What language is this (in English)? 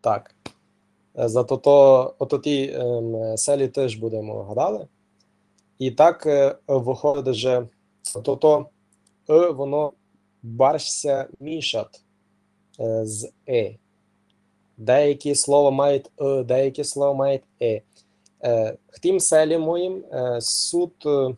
Rusyn